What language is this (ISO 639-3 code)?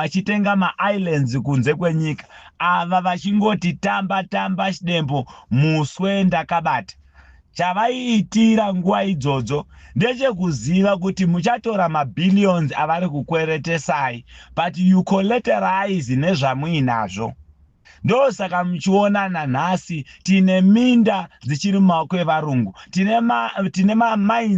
sna